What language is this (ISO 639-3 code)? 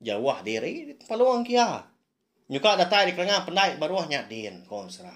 iba